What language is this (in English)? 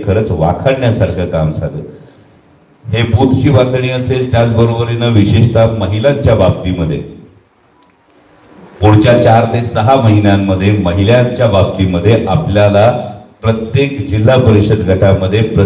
Marathi